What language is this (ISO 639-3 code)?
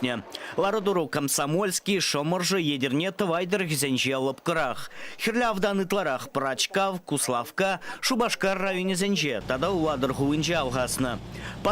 chv